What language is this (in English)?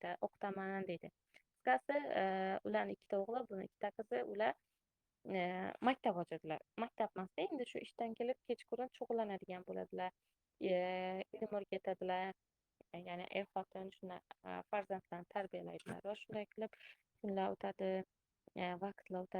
Uzbek